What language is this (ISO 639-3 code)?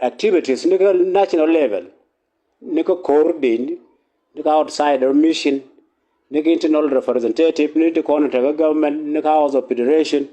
nus